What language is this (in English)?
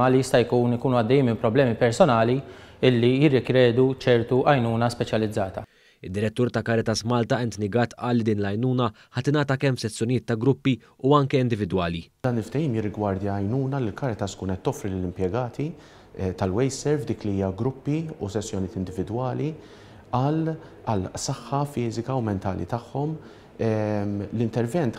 Maltese